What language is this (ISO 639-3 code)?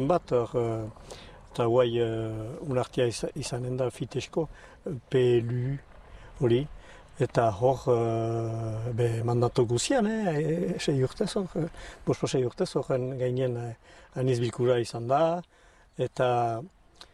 eus